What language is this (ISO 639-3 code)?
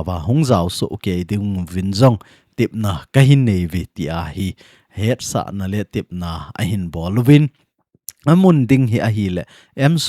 tcz